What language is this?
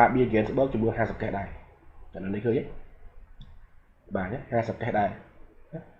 Khmer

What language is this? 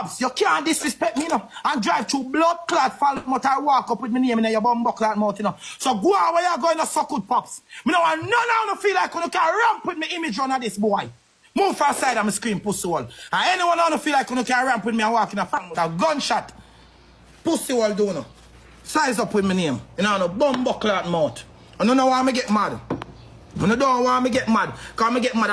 Jamaican Creole English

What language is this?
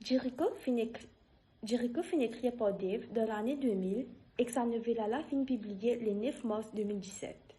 Morisyen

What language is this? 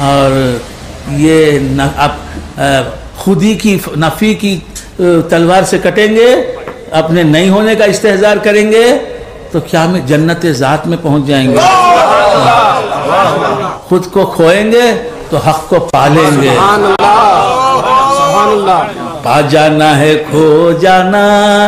Urdu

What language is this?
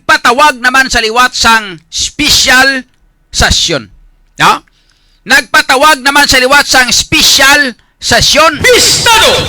Hiligaynon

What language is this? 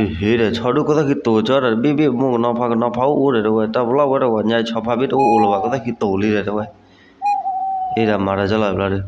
S'gaw Karen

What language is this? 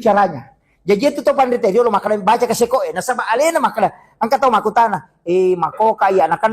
Buginese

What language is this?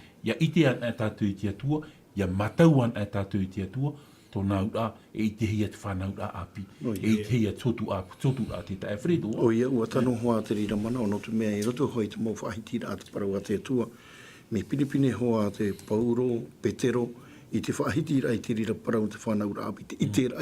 Tahitian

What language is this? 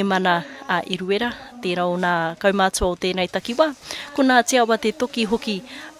Māori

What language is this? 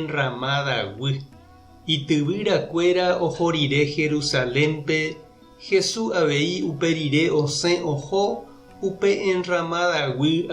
Guarani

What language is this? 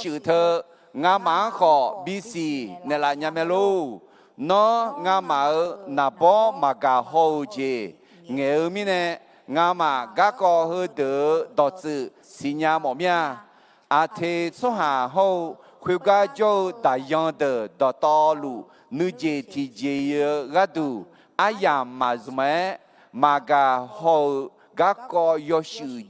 Akha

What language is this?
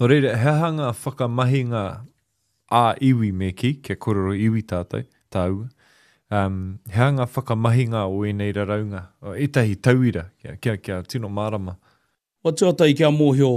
Māori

